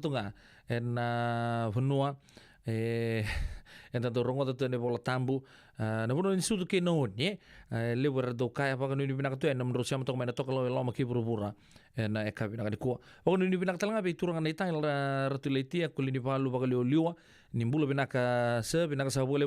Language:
Fijian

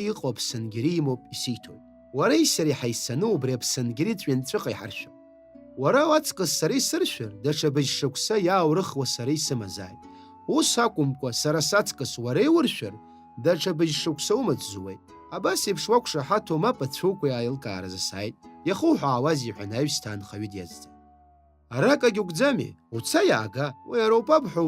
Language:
Abkhazian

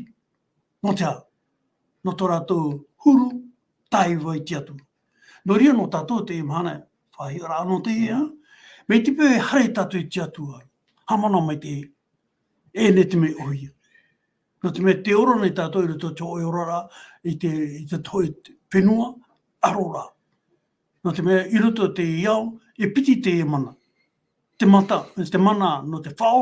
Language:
Tahitian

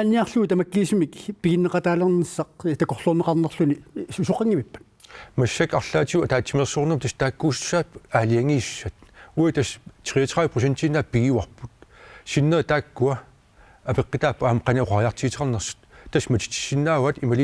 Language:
Kalaallisut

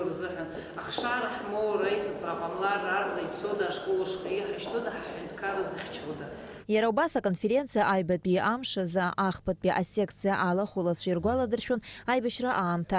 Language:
Abkhazian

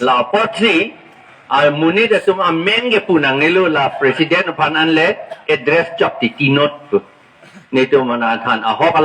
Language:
Karbi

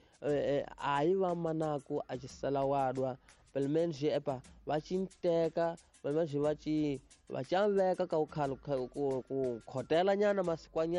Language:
Tsonga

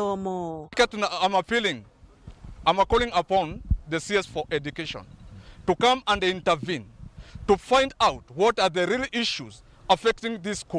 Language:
Meru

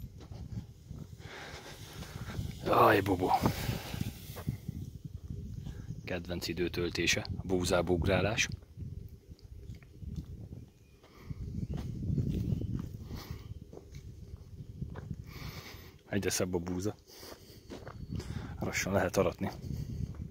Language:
Hungarian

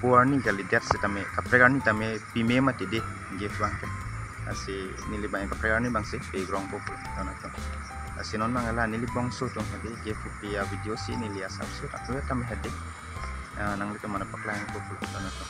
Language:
Karbi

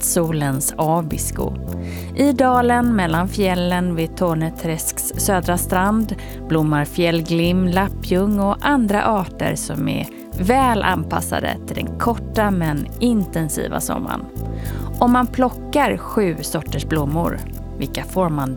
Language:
Swedish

